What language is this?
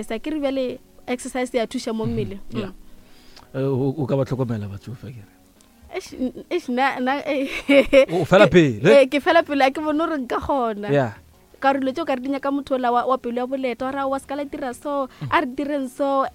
Northern Sotho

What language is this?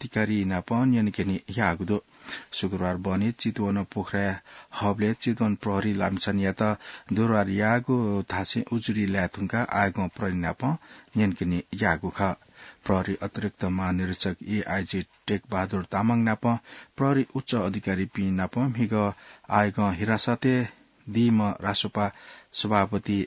Newari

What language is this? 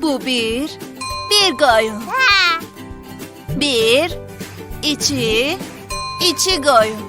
South Azerbaijani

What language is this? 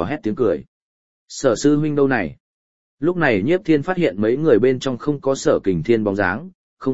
Vietnamese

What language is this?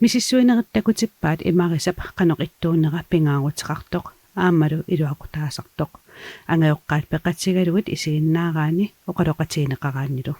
Kalaallisut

